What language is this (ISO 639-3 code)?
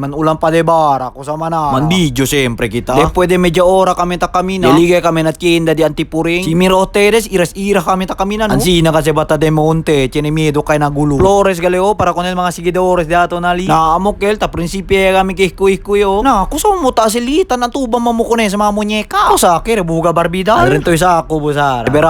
cbk